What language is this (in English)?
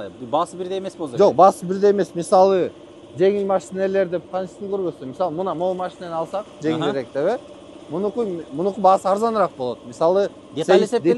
Kyrgyz